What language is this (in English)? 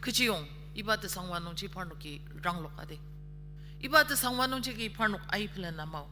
Ao Naga